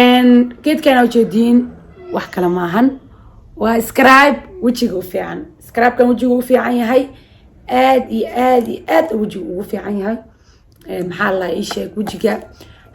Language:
Somali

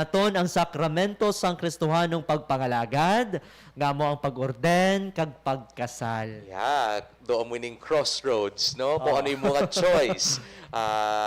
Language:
Hiligaynon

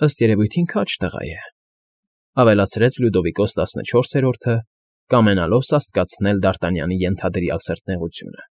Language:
Armenian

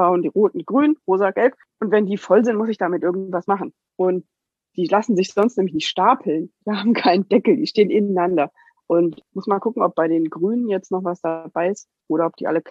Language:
German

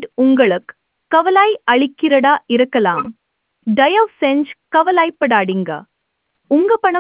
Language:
Tamil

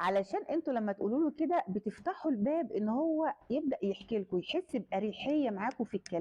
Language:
Egyptian Arabic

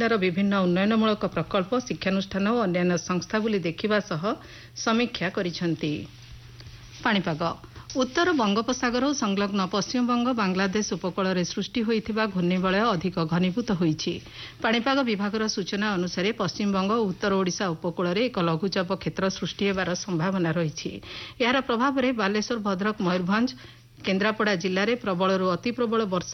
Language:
Odia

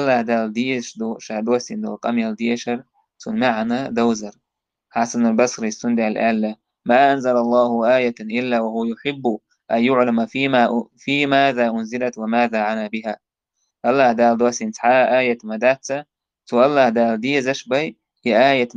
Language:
Chechen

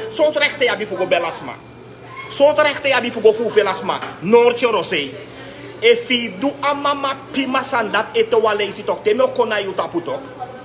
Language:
Sranan Tongo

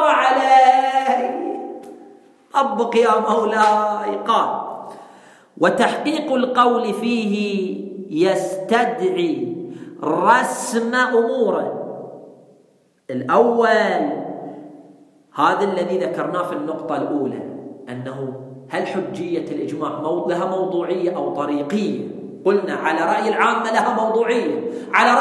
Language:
Arabic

